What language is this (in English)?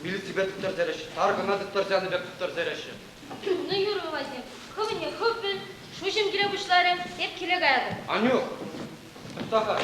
Chuvash